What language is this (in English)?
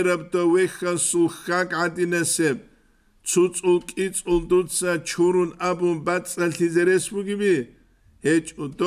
Avaric